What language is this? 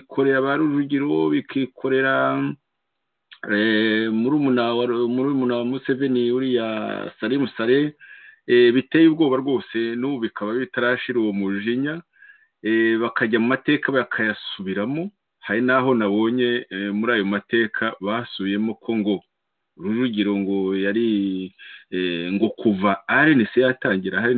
Kinyarwanda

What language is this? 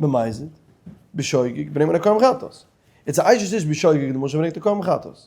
Yiddish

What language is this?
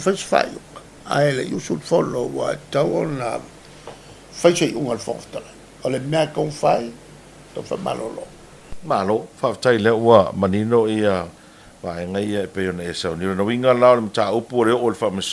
Samoan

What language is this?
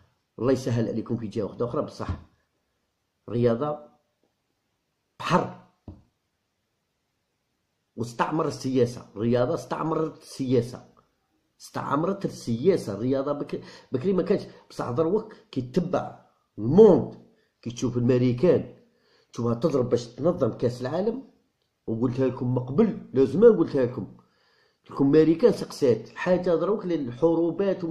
Algerian Arabic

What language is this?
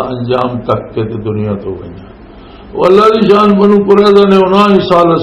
Western Panjabi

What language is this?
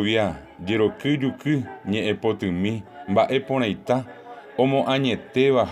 Guarani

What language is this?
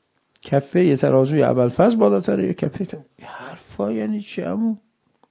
Persian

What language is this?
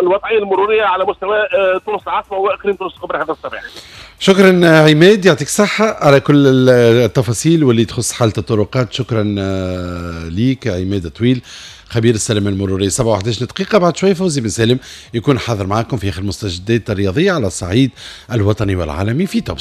Tunisian Arabic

